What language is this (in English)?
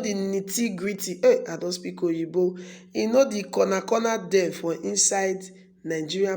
Nigerian Pidgin